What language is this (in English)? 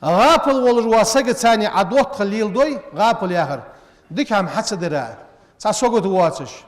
Ingush